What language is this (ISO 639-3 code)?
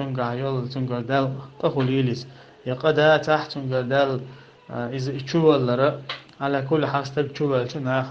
che